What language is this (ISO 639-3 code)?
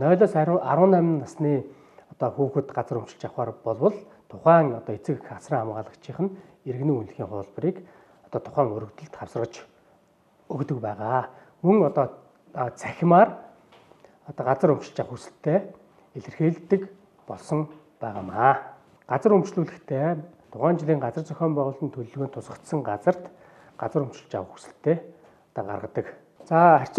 mon